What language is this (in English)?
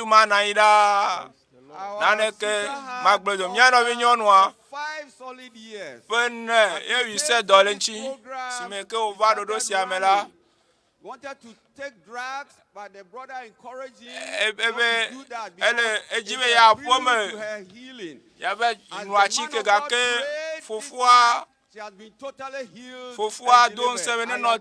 Ewe